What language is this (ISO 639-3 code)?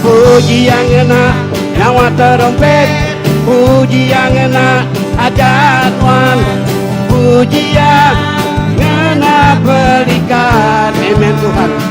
iba